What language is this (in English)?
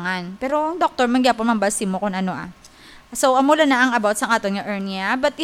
Hiligaynon